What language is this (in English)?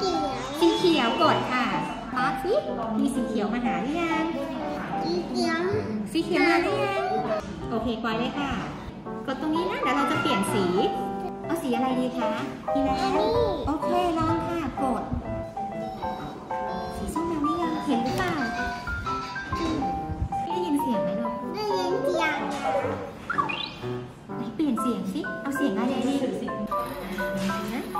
Thai